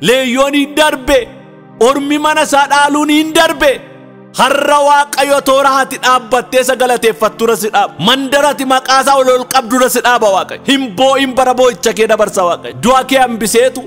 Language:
Oromo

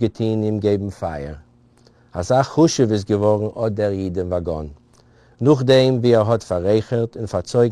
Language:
Yiddish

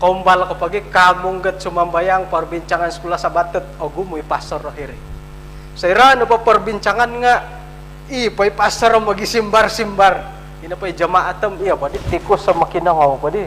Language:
Central Dusun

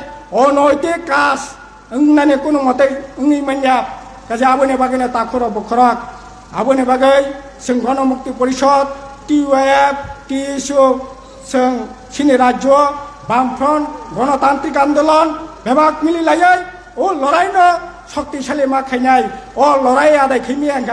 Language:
Kok Borok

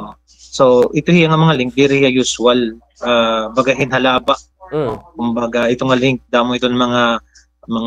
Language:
Waray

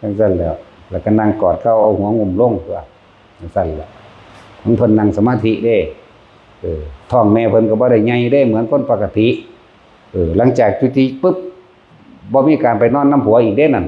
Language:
Lao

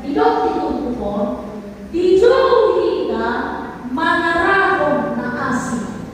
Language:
Batak Toba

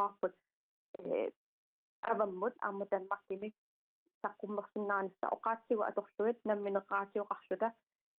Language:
Kalaallisut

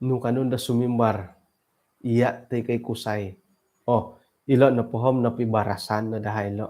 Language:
Central Dusun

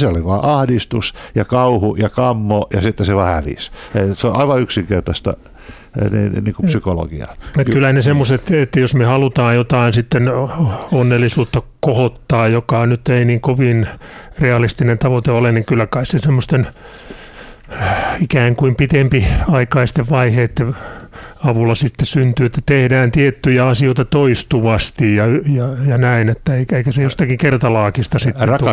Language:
Finnish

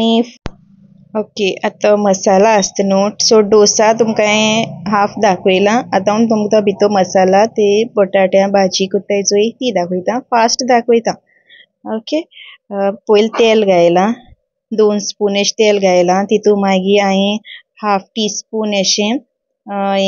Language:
Konkani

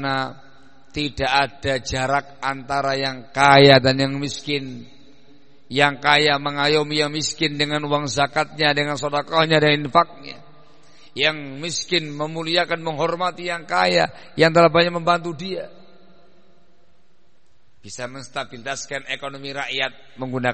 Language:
Indonesian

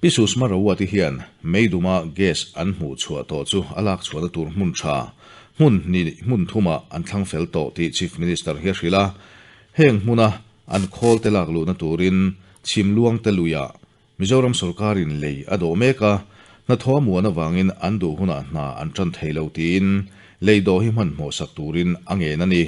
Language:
Mizo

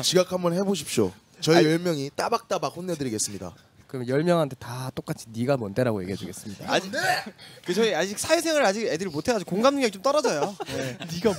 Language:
Korean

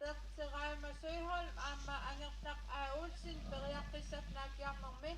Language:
Kalaallisut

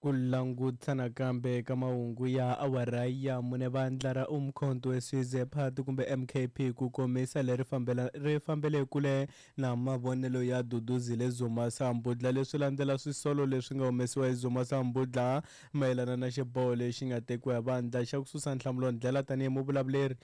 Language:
Tsonga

